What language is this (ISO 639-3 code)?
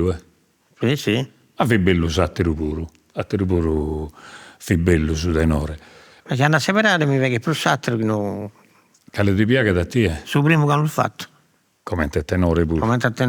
srd